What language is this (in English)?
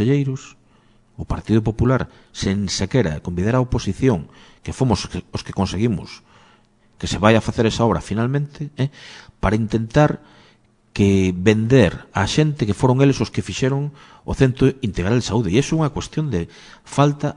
Galician